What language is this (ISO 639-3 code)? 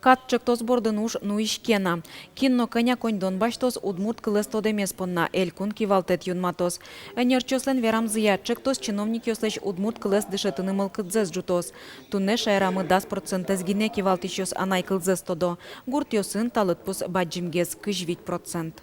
udm